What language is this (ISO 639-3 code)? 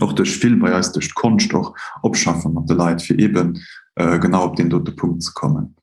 ltz